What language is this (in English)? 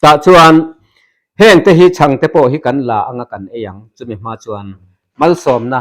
Mizo